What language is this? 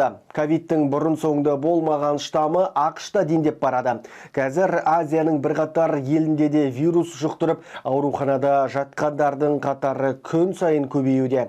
Kazakh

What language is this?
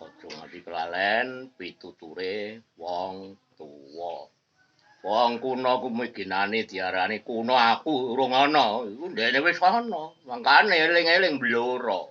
Javanese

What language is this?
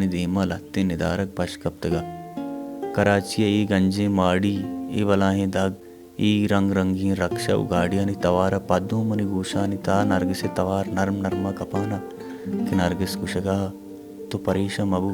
Baluchi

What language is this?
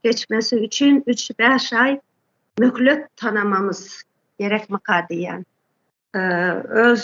Turkmen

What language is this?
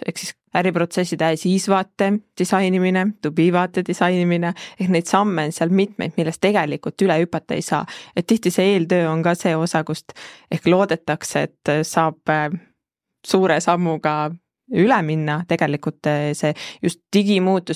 Estonian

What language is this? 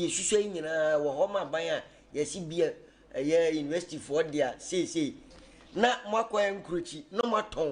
Akan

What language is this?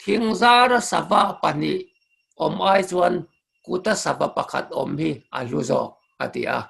Mizo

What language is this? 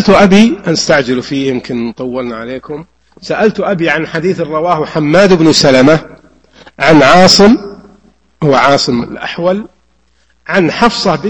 Arabic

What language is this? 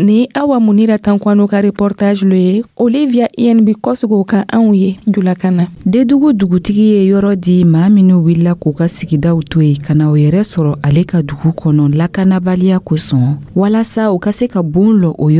Dyula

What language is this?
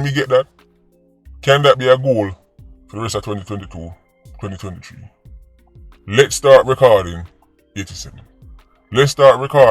Jamaican Creole English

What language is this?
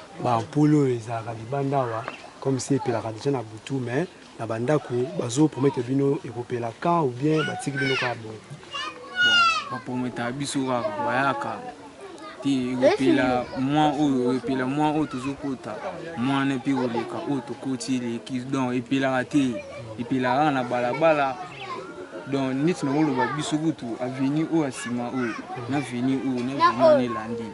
Lingala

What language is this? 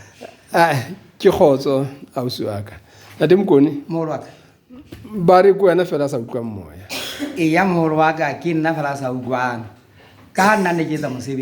Southern Sotho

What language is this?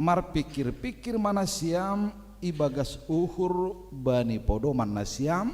Batak Simalungun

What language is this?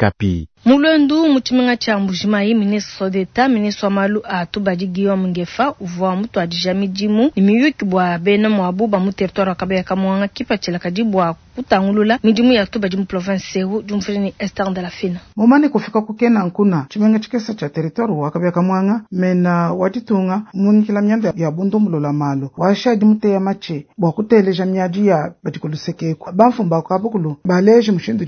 Luba-Lulua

